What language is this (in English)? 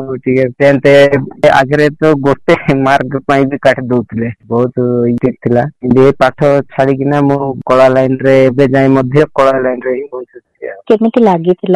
Odia